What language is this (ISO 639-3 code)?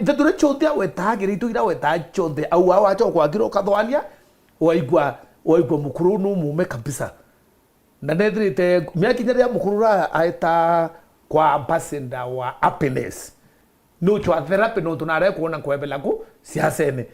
mer